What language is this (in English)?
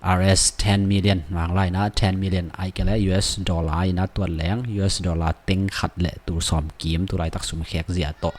Tedim Chin